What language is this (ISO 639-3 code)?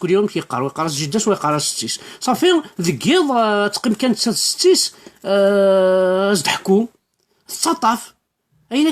kab